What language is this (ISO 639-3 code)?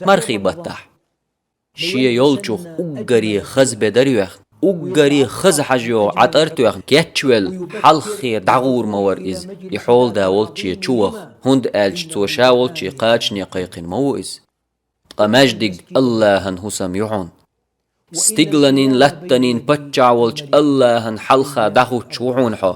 che